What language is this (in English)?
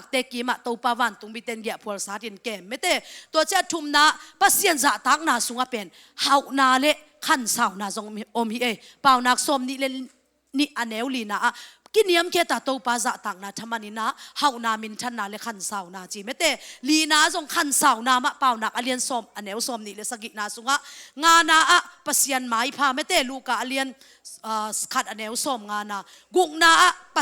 Tedim Chin